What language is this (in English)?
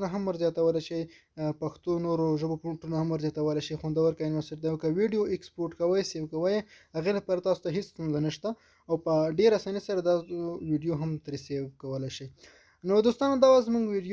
Pashto